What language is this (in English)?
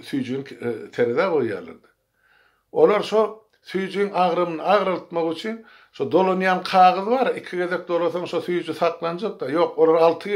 Turkmen